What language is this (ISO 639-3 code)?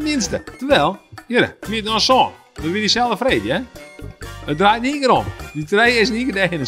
fry